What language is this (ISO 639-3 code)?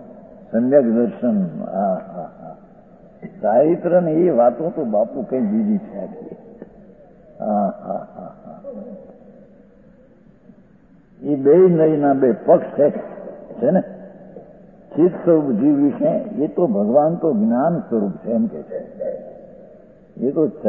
guj